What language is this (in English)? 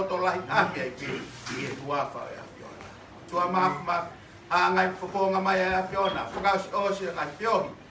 Tongan